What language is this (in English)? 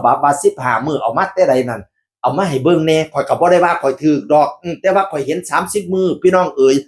Northeastern Thai